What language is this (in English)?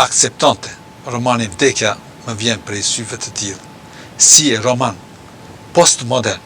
Albanian